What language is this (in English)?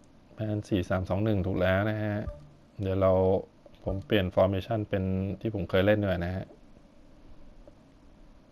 Thai